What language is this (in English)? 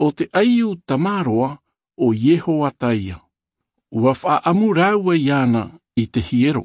Tahitian